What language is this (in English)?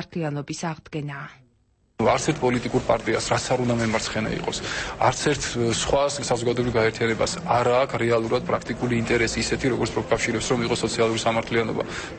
Georgian